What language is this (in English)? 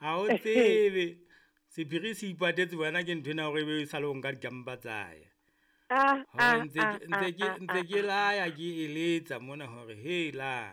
Southern Sotho